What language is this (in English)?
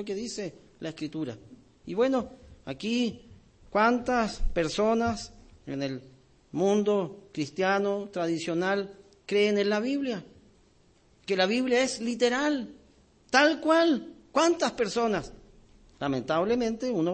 Spanish